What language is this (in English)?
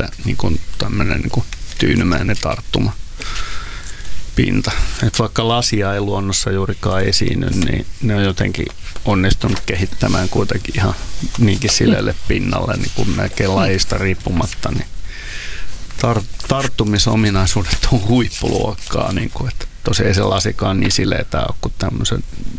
Finnish